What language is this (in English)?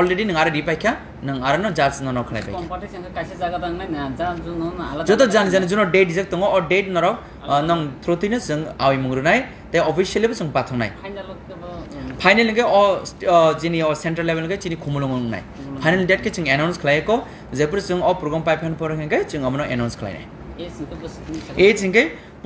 Kok Borok